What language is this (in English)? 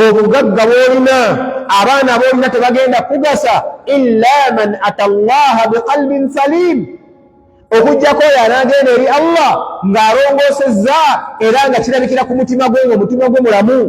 Ganda